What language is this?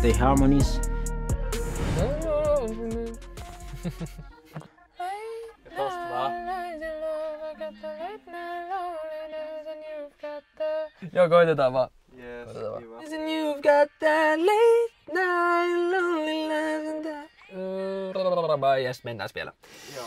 Finnish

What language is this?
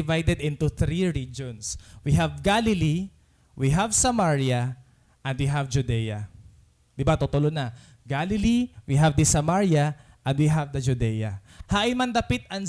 Waray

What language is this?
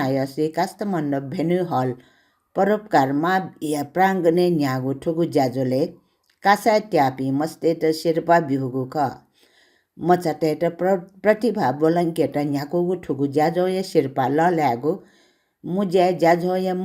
Newari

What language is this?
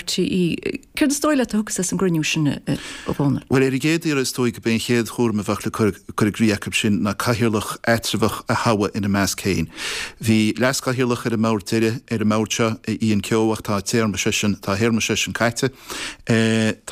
Irish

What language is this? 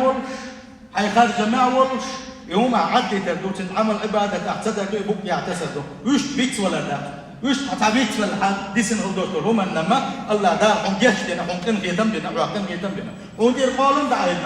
Chechen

